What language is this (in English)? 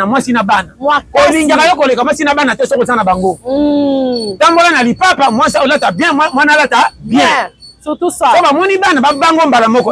Lingala